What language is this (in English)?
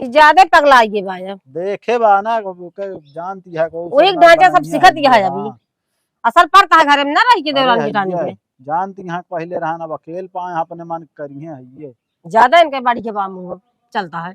Awadhi